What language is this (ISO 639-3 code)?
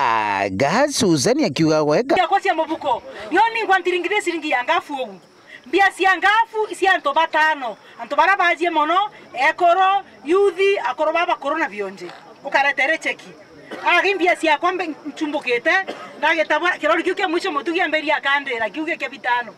mer